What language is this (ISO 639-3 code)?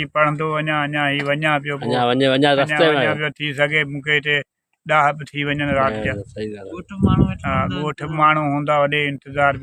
snd